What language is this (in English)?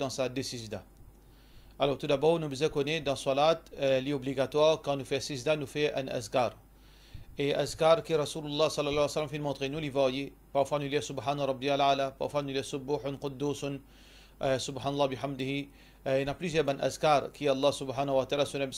Morisyen